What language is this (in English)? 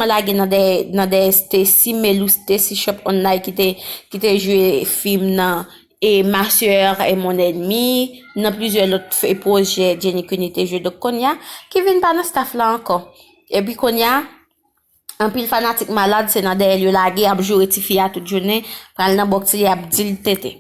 Haitian Creole